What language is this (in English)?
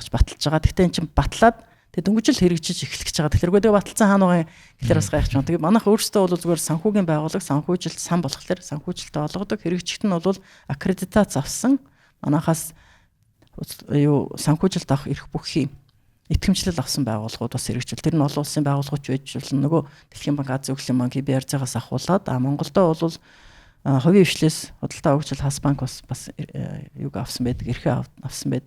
Mongolian